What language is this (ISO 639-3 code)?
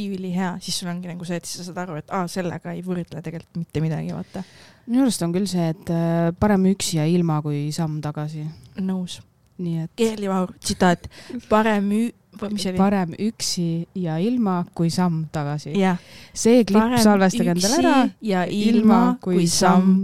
est